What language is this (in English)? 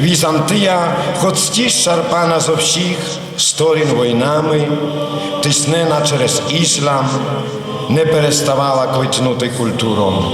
Rusyn